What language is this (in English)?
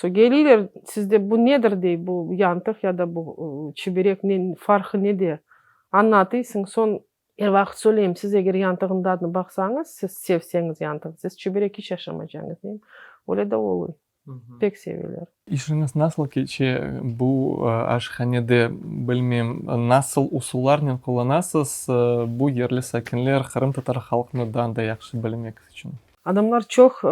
Crimean Tatar